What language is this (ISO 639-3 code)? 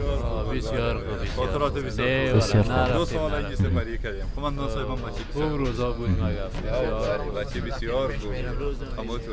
fas